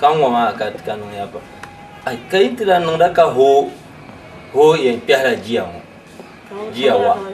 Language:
Dagbani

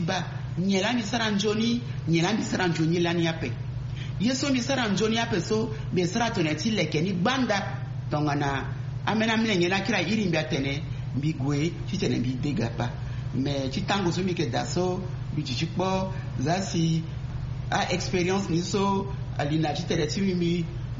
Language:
Sango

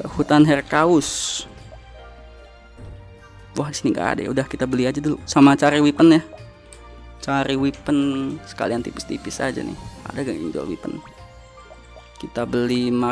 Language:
Indonesian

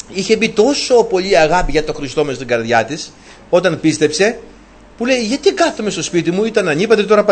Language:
Greek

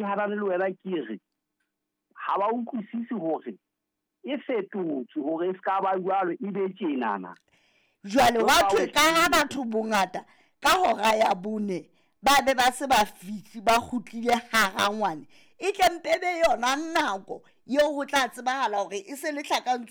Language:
Southern Sotho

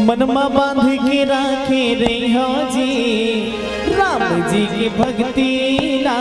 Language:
Chhattisgarhi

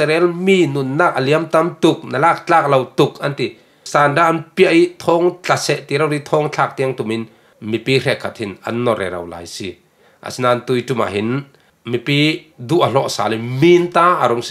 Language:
Falam Chin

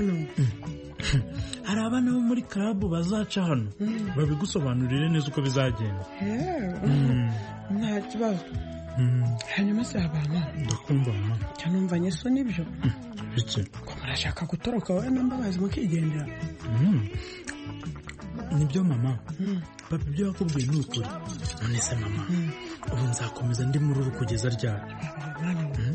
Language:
Kinyarwanda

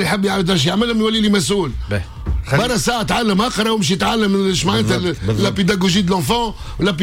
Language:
Tunisian Arabic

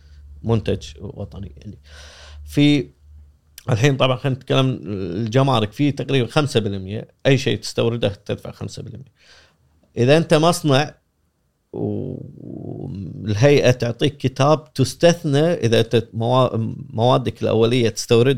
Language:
Gulf Arabic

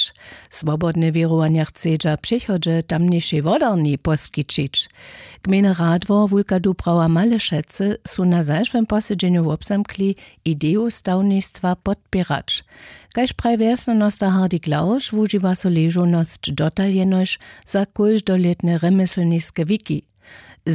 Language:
Upper Sorbian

